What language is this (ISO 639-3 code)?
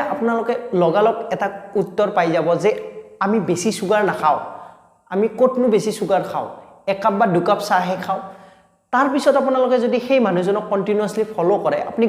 asm